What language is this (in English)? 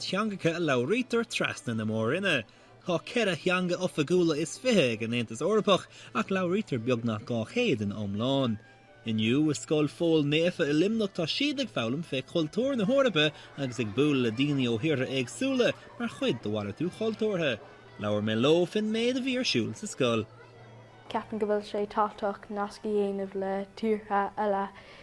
Irish